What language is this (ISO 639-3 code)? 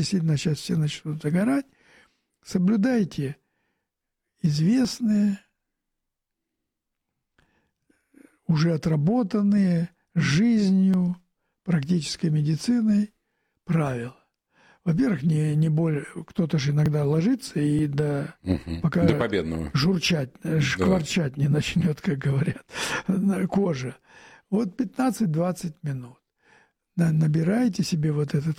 rus